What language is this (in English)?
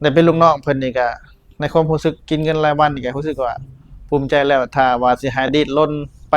Lao